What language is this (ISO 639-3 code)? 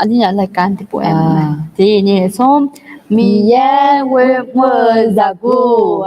ahk